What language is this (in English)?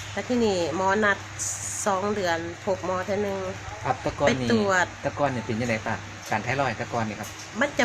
Northeastern Thai